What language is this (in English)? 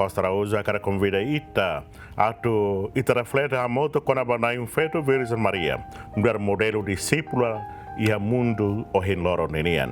Tetum